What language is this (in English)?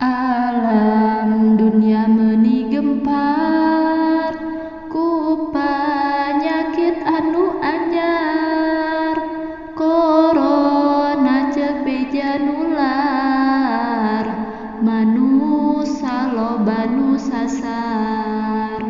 Sundanese